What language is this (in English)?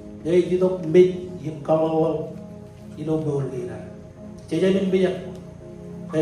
Marshallese